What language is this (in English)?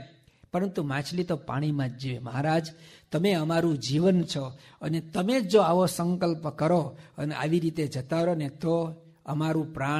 Gujarati